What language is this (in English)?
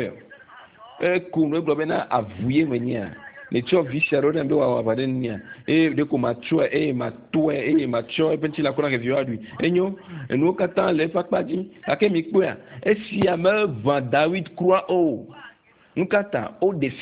Ewe